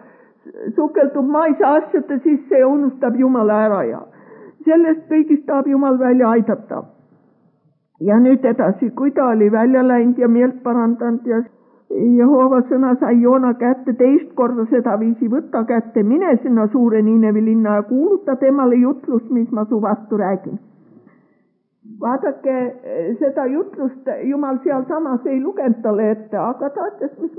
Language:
Estonian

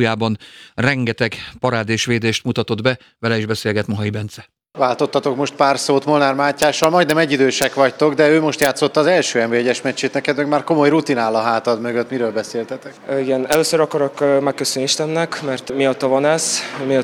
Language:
Hungarian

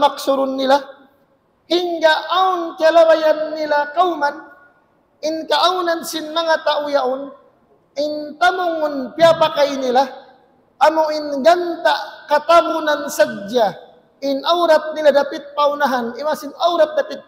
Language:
Tausug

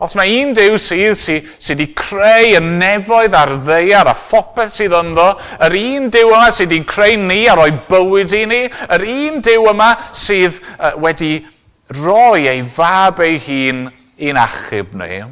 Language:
Welsh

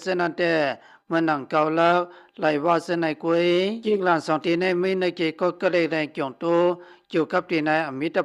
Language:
Shan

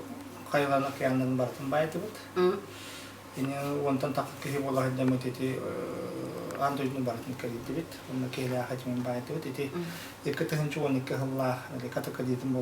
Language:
Yakut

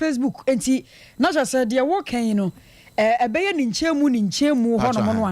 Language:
Akan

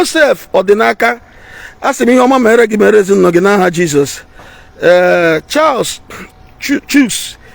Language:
Igbo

